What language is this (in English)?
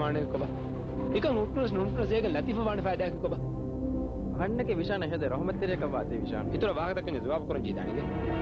Divehi